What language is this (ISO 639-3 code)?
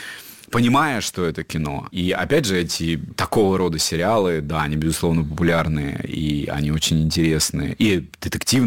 rus